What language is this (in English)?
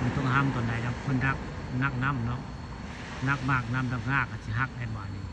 Northeastern Thai